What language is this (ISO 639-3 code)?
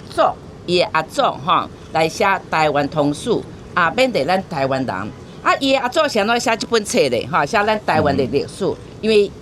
nan